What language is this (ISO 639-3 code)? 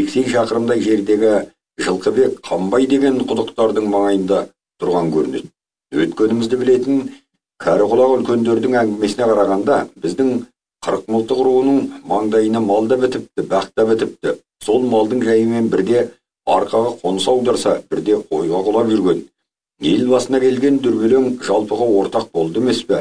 kaz